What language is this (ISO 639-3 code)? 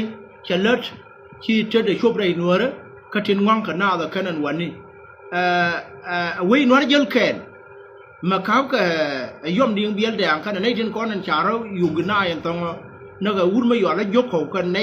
nus